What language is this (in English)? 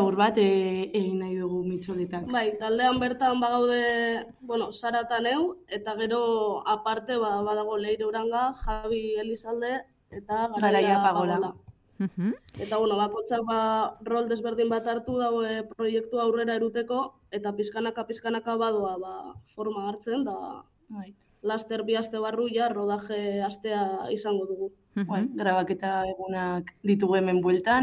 Basque